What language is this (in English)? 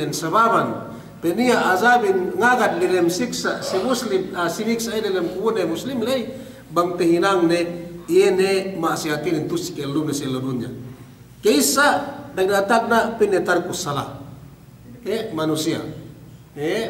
Yakan